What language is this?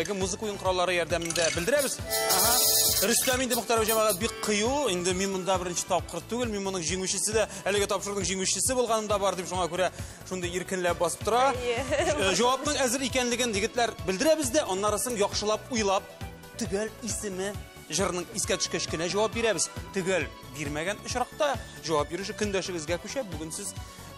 Tatar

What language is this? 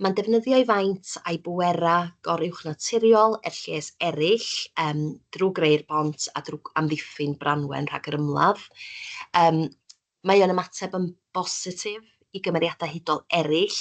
Welsh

